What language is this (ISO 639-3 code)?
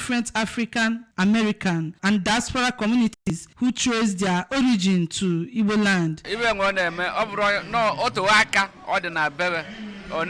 ibo